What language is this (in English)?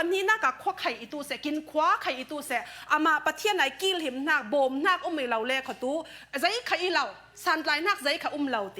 Falam Chin